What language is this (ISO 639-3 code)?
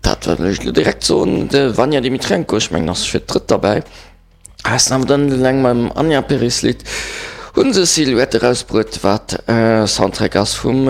ltz